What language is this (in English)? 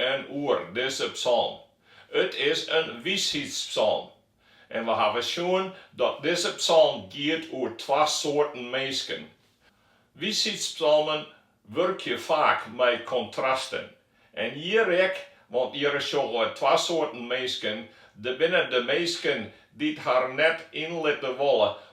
Western Frisian